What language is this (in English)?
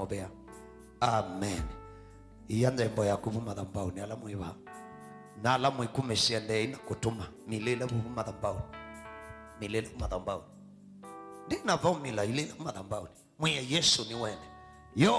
Kamba